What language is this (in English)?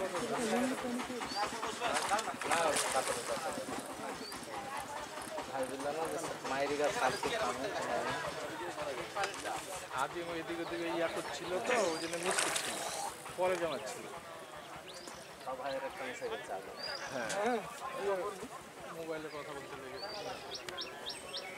Bangla